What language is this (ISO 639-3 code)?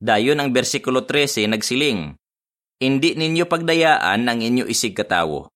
hil